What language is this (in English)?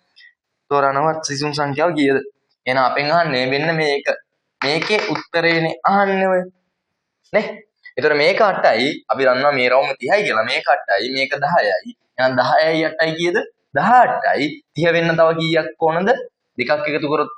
Sinhala